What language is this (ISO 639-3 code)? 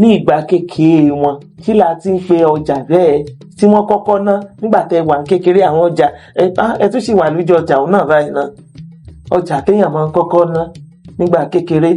yor